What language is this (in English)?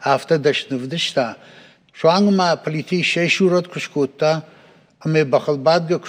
Ossetic